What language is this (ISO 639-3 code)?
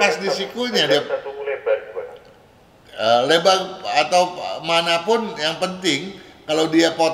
ind